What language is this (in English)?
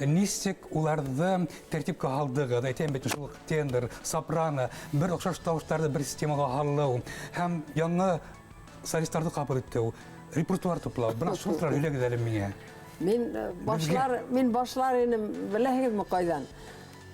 Bashkir